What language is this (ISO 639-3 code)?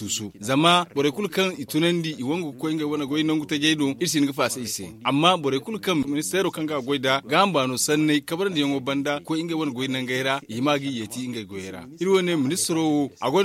dje